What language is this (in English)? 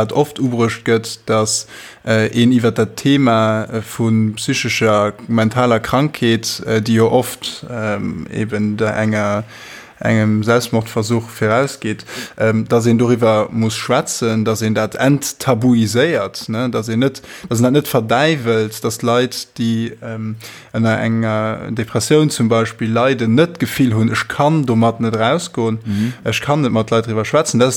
Luxembourgish